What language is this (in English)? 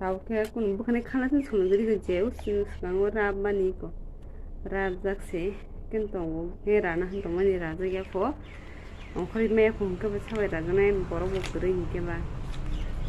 Kok Borok